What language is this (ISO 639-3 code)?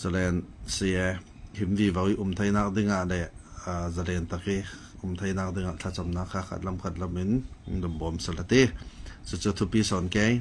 cfm